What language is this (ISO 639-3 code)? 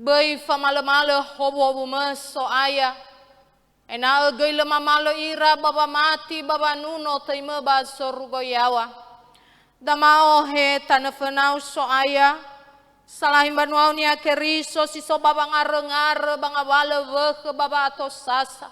nia